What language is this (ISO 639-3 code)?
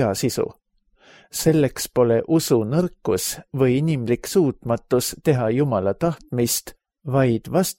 est